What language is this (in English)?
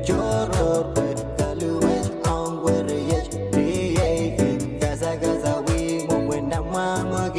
Pohnpeian